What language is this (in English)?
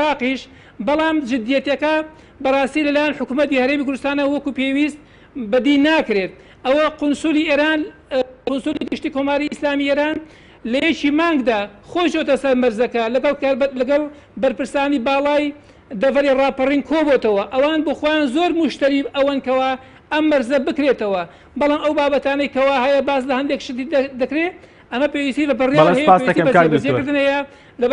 Central Kurdish